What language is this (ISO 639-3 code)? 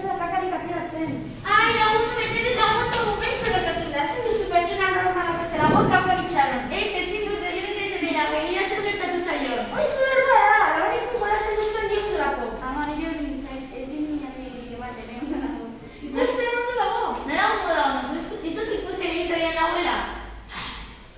eus